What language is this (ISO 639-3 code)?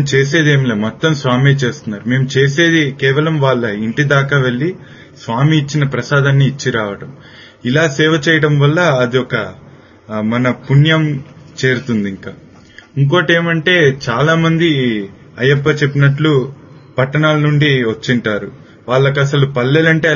tel